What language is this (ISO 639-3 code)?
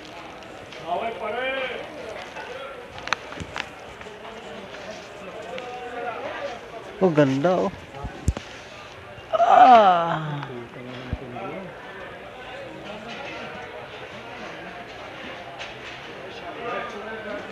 fil